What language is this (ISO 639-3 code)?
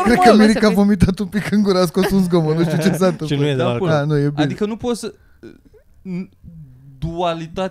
ron